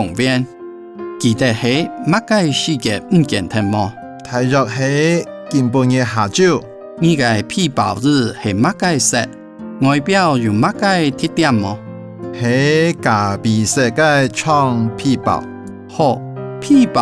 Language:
Hakka Chinese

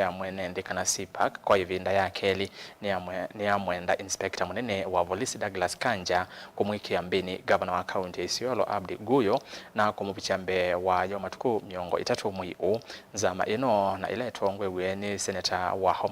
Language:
Kamba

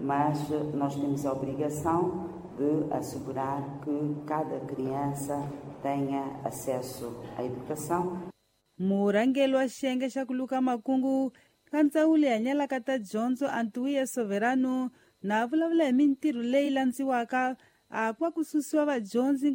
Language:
Tsonga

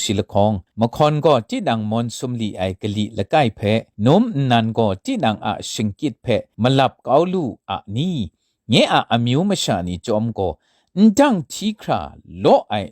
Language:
Kachin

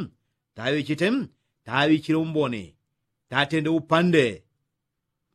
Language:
Yao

